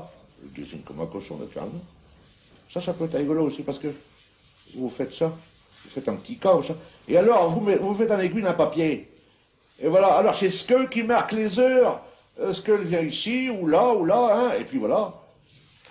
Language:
Picard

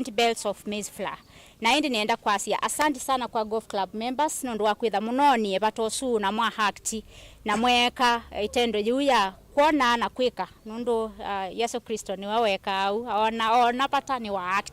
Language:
Kamba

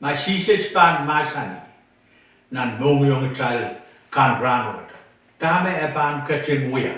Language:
Pohnpeian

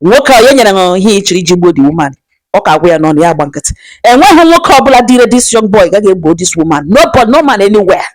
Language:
Igbo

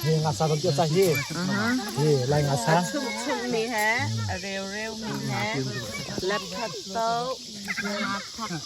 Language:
Hakha Chin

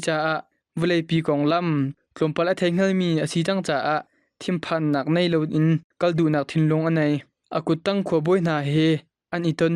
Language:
Hakha Chin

